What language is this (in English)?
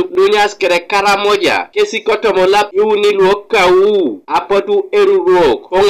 Teso